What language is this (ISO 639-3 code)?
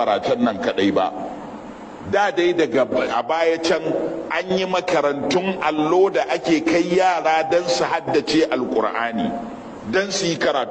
hau